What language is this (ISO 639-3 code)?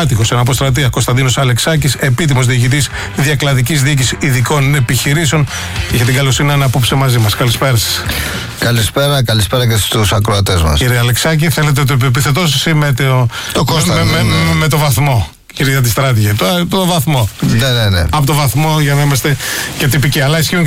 ell